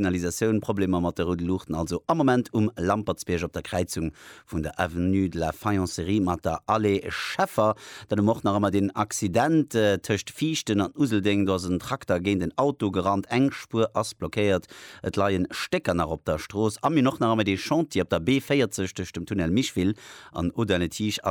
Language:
Luxembourgish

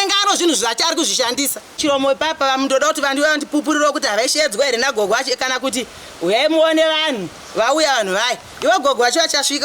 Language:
Shona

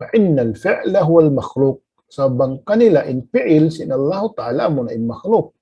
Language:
Tausug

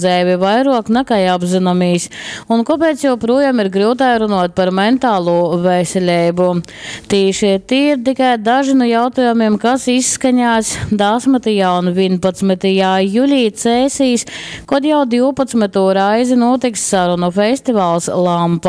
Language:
Latgalian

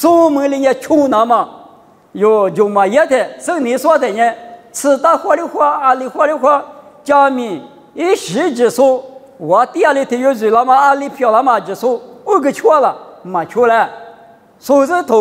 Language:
Lisu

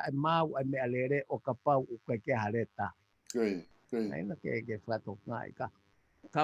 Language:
Tongan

